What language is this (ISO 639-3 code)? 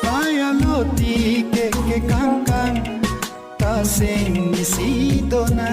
mjw